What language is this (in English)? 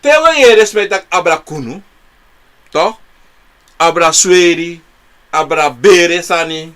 Sranan Tongo